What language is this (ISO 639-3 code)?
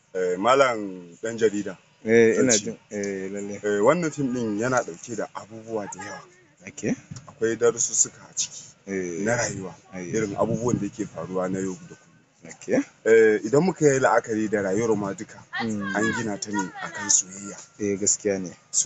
hau